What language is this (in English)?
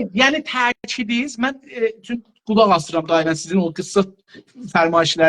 South Azerbaijani